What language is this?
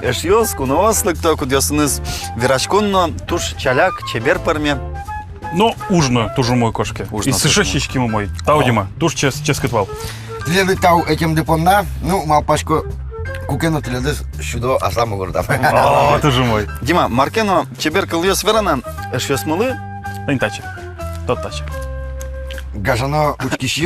Udmurt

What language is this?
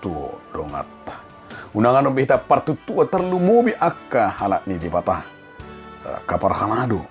Batak Toba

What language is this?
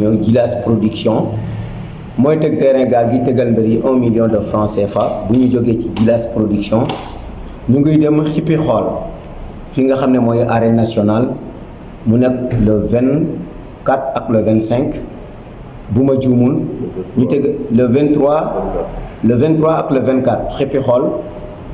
Wolof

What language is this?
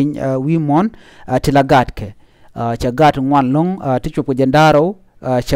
Nuer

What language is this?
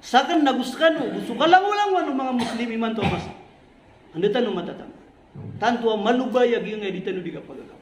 Maranao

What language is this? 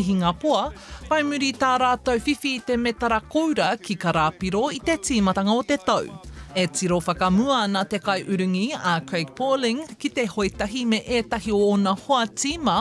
Māori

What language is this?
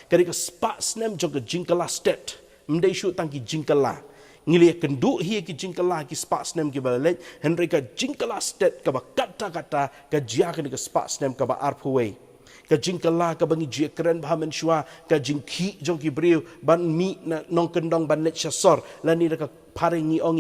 Khasi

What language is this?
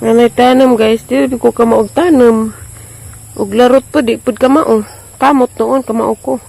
Cebuano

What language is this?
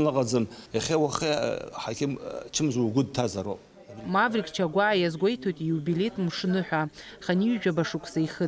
Abkhazian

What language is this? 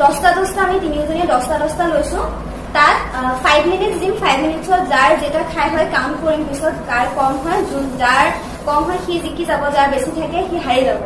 Assamese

